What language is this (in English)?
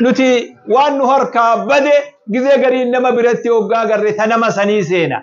Oromo